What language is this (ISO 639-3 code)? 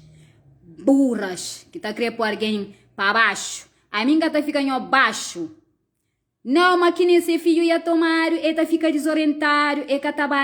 kea